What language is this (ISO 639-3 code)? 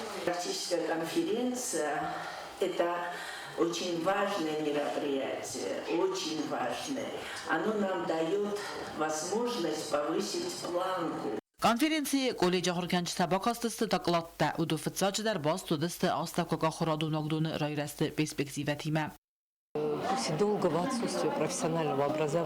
oss